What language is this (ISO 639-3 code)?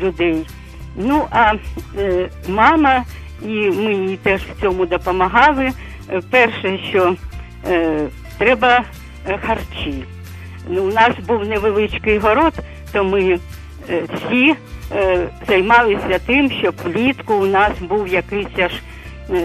ukr